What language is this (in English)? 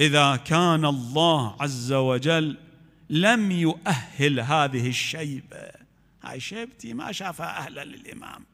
Mesopotamian Arabic